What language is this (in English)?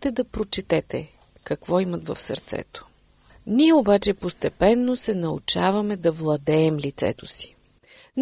Bulgarian